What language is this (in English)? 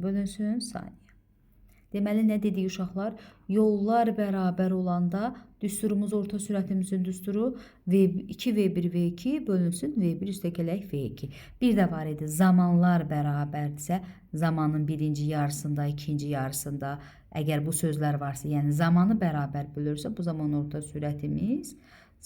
Azerbaijani